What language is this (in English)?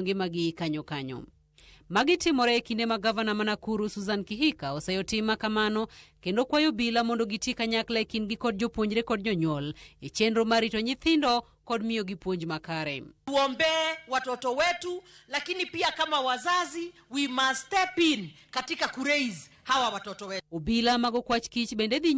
Luo (Kenya and Tanzania)